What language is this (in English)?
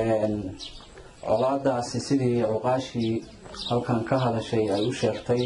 Somali